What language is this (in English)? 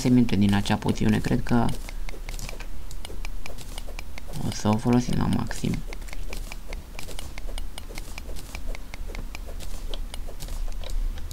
Romanian